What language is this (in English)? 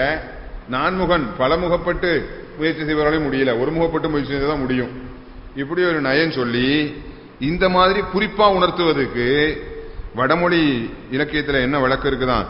Tamil